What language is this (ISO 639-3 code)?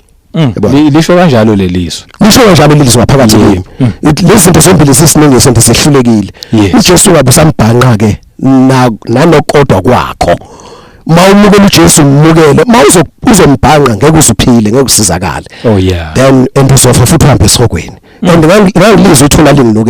zul